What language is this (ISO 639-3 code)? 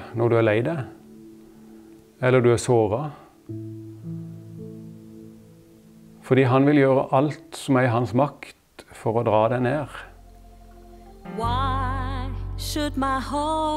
nor